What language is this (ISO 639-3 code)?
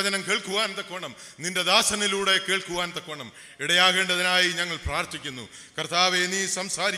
mal